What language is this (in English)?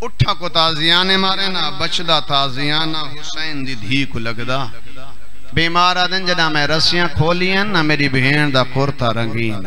Saraiki